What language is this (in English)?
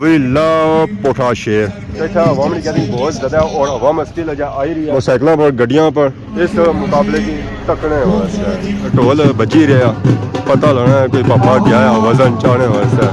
Pahari-Potwari